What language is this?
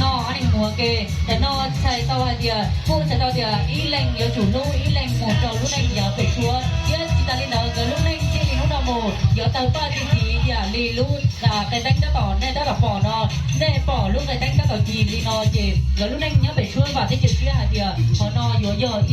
Hmong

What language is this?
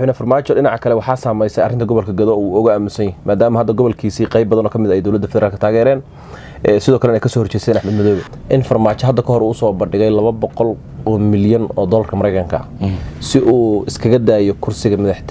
Somali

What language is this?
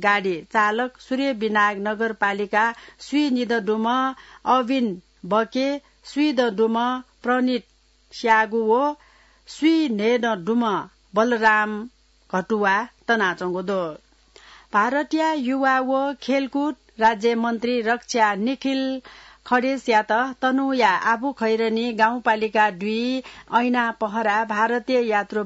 Newari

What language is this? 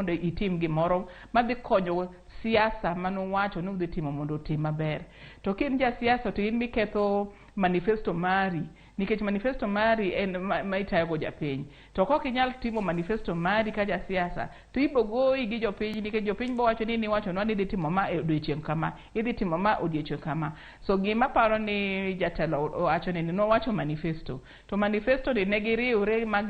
Luo (Kenya and Tanzania)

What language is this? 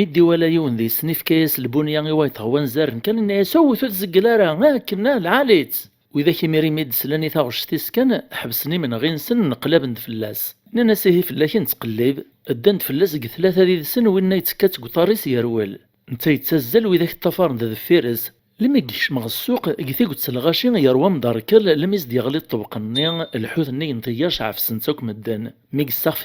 Kabyle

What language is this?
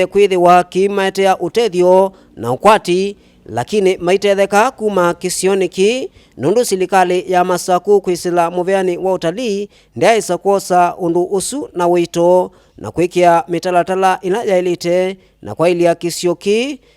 Kamba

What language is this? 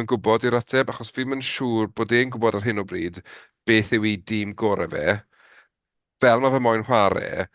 Welsh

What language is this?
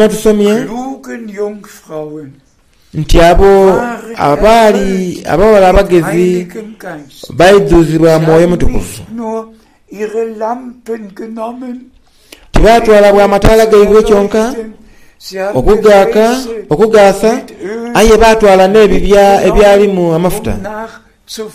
Soga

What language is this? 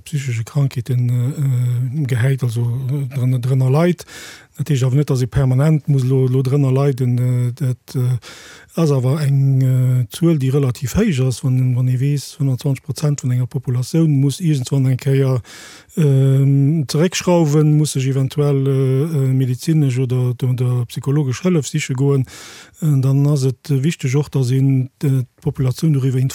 Luxembourgish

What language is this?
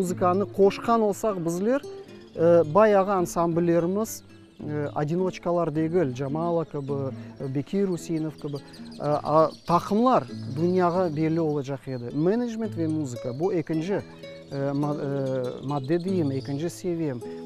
Crimean Tatar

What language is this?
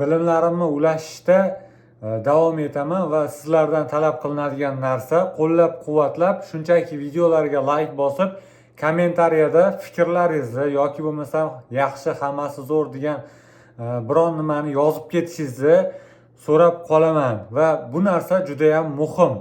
Uzbek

